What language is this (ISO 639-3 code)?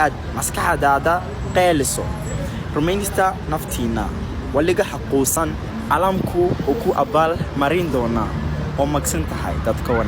som